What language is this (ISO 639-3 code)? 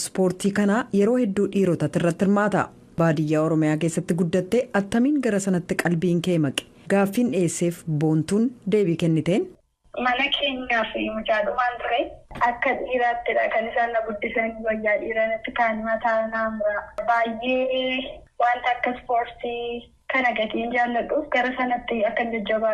orm